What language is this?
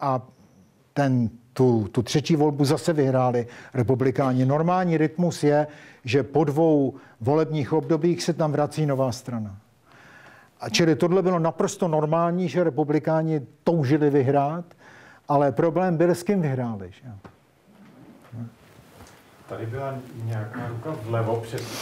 Czech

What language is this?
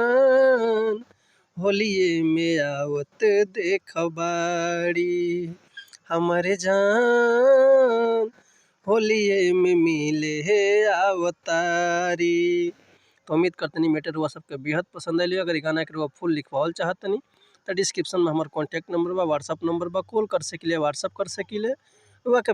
Bhojpuri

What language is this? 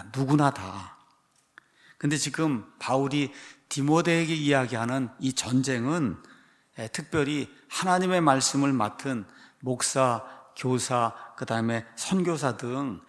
Korean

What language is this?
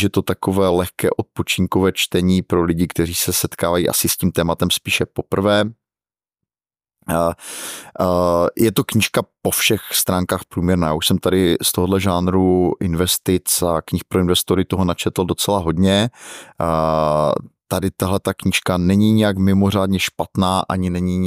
Czech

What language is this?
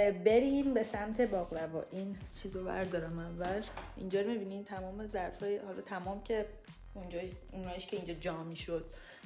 Persian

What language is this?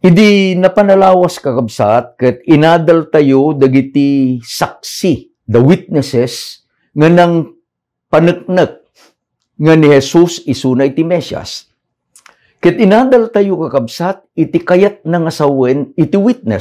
Iloko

